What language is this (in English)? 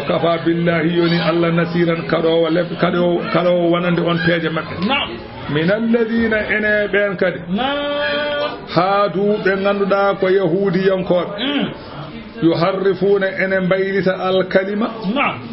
Fula